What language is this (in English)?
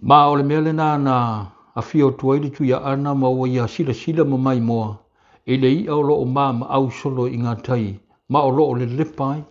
Samoan